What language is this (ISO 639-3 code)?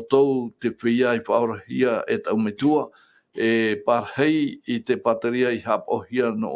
tah